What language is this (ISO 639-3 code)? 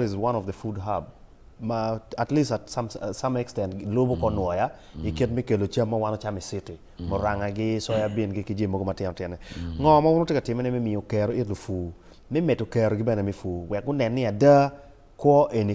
ach